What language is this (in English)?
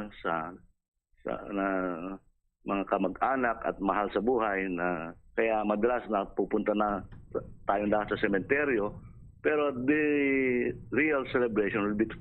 Hiligaynon